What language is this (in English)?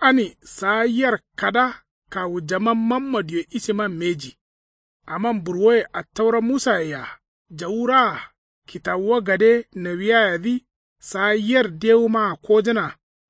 Kanuri